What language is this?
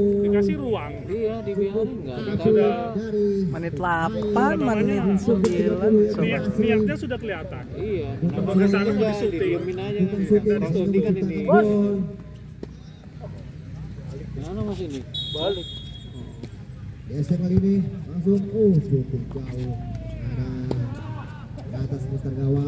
Indonesian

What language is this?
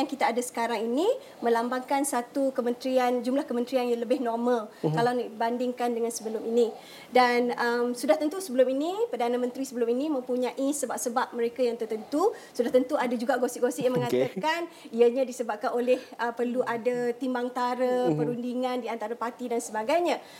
Malay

